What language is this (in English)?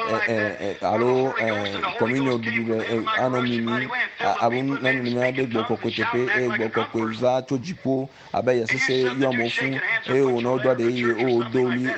Ewe